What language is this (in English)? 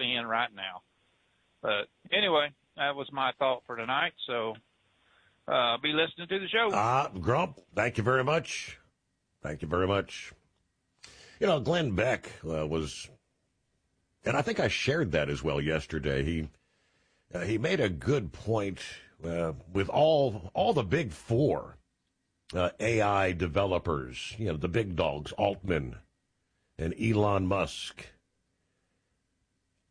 English